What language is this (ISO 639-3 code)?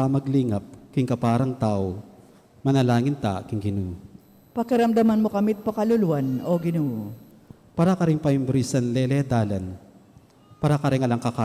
pam